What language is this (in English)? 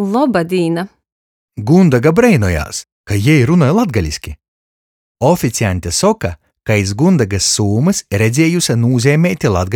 Latgalian